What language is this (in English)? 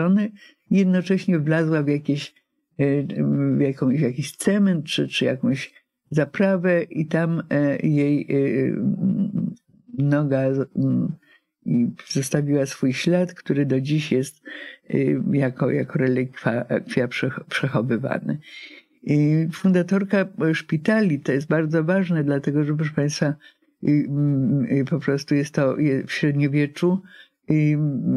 Polish